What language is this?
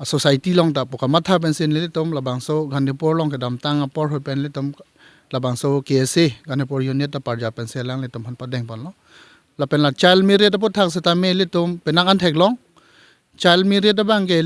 Karbi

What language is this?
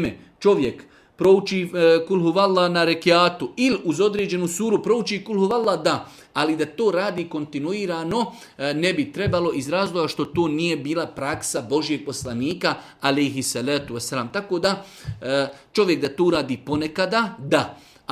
Serbian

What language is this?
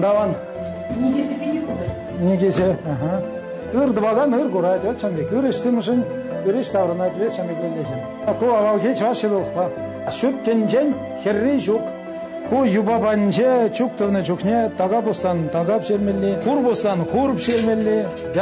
Chuvash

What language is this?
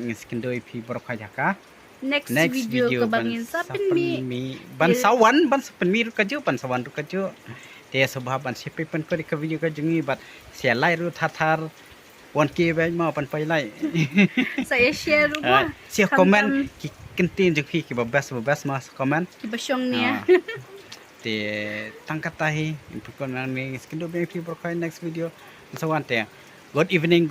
Khasi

